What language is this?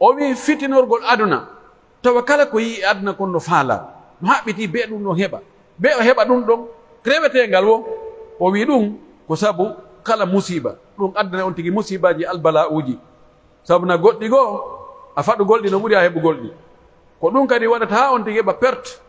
Pular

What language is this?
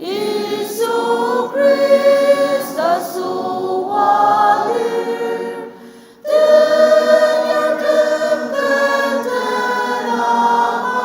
Ao Naga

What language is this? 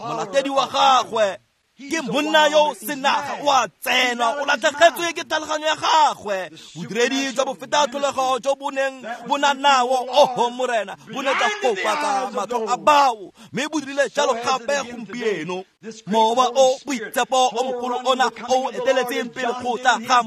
Tswana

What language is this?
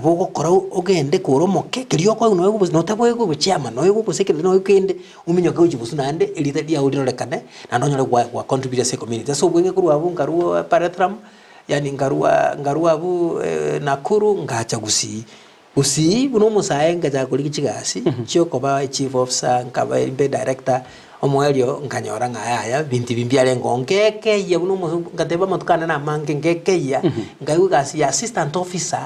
Gusii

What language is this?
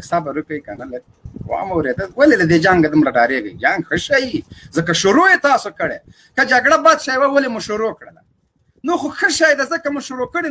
Pashto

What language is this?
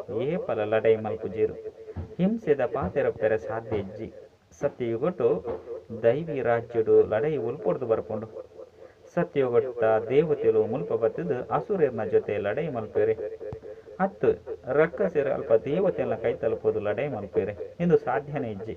Tulu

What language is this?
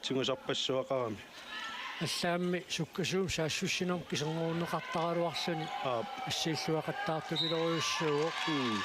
Kalaallisut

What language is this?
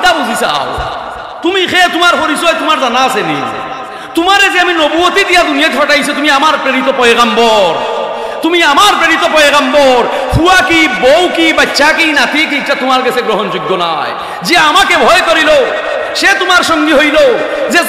Sylheti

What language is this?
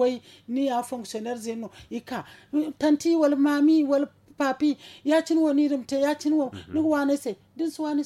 Zarma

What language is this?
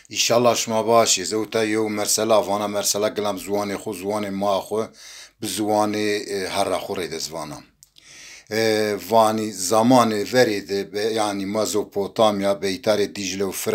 Zaza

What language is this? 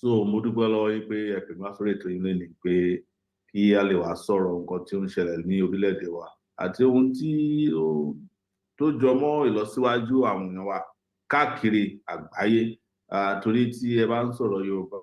Yoruba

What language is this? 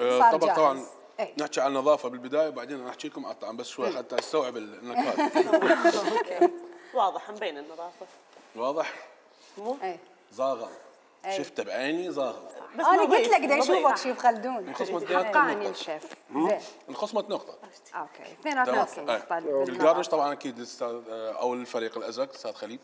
Mesopotamian Arabic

